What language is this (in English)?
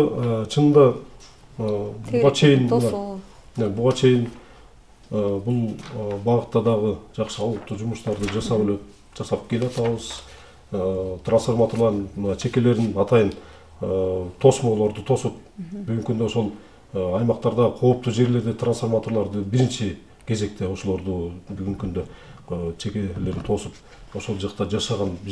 Kyrgyz